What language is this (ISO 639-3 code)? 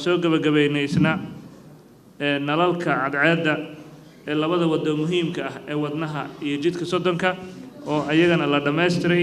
som